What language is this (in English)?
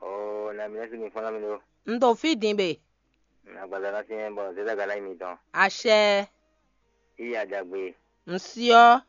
Fon